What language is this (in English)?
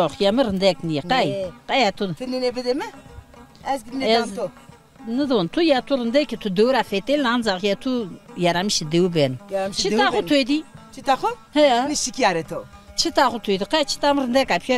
Zaza